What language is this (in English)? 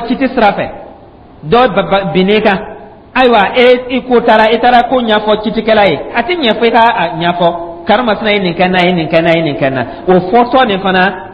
Dyula